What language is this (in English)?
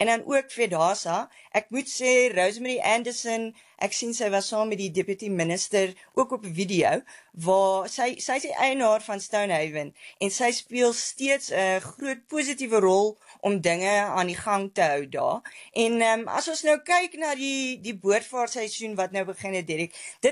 Afrikaans